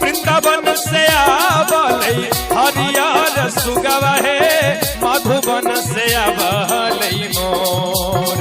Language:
Magahi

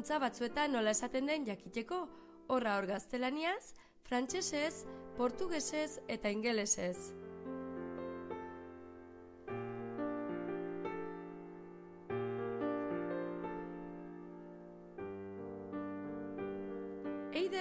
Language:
Basque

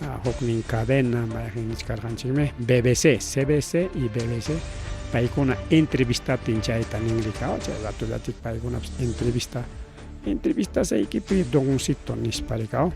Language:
Ayacucho Quechua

